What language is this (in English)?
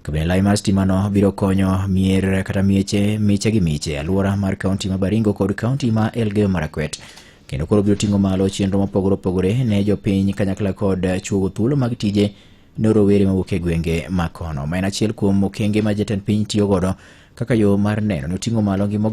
Luo (Kenya and Tanzania)